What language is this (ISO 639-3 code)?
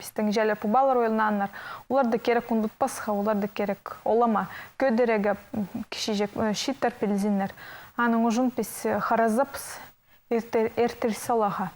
kjh